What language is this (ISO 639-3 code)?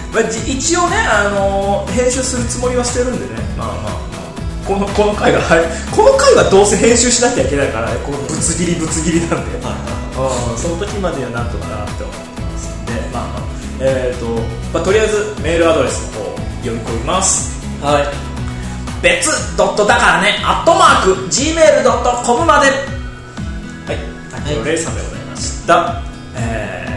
jpn